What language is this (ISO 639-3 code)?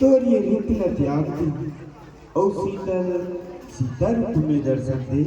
hne